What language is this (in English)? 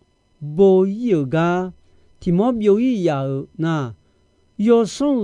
Akha